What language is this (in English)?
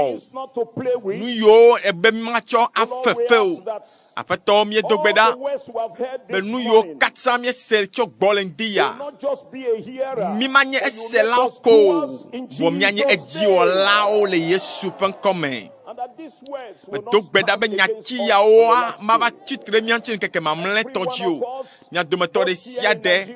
Ewe